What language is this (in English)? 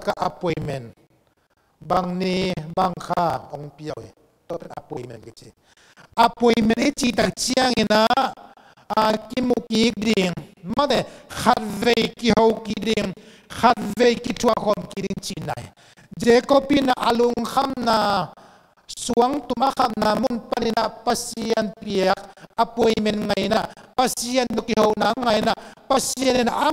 Tedim Chin